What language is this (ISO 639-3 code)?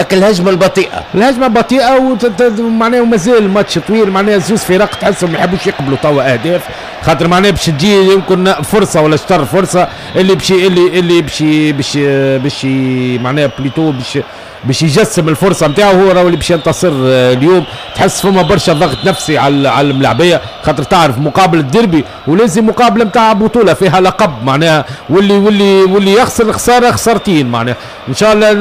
aeb